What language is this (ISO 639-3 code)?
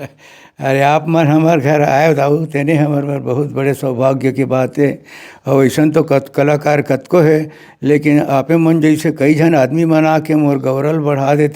hne